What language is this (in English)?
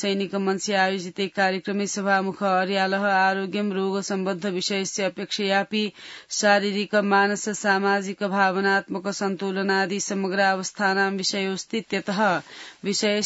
Sanskrit